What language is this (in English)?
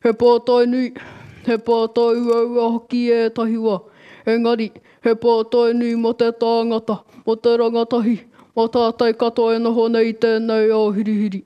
Māori